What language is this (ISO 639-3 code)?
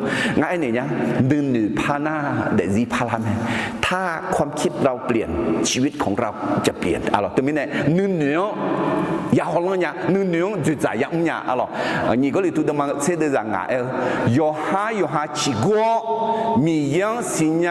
ahk